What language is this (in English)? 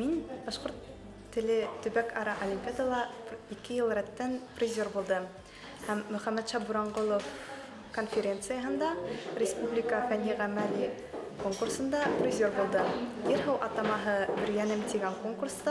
Bashkir